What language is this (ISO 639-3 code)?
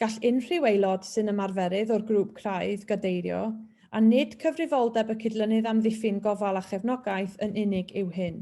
cym